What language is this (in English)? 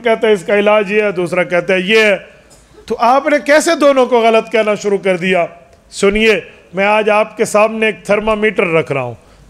Urdu